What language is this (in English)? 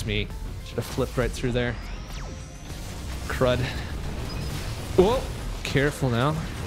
English